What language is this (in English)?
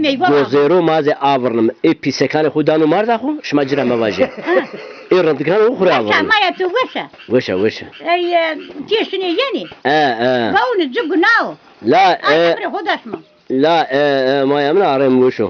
Zaza